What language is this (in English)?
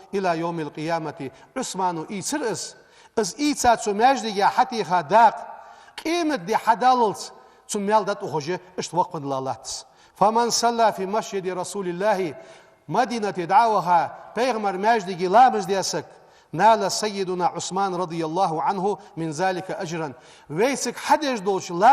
Ingush